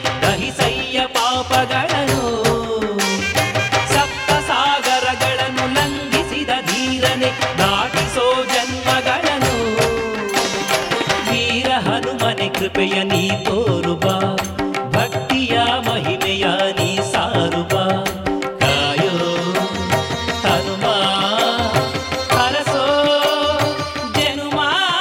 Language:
Kannada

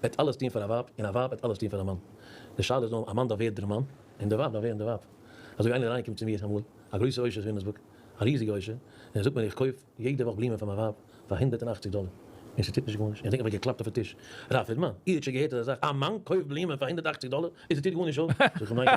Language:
Yiddish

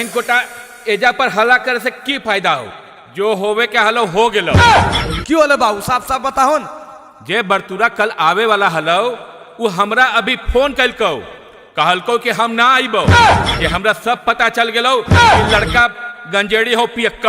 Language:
Magahi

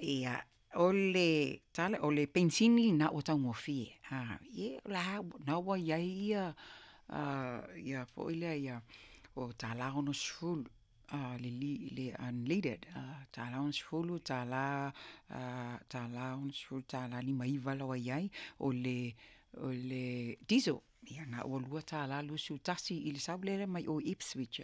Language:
Samoan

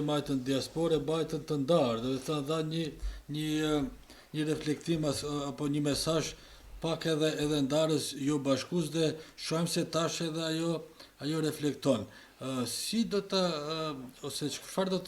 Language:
Albanian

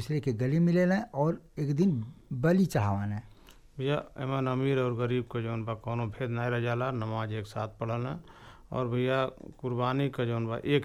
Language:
Bhojpuri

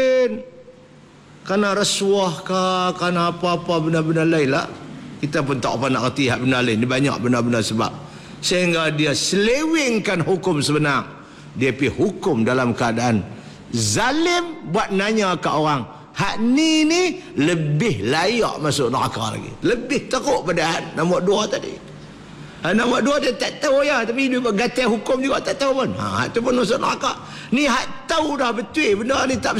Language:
Malay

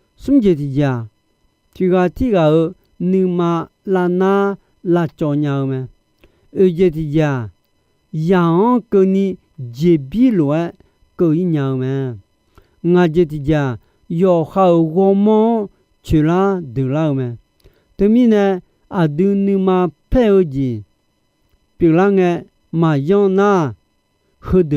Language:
Akha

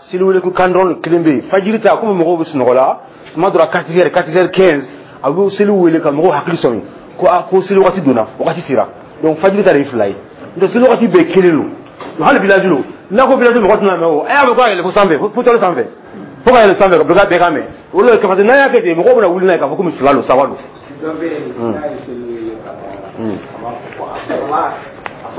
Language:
Dyula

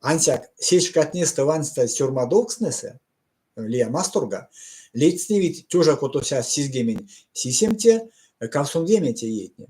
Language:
Erzya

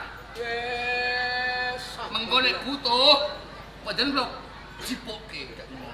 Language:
Javanese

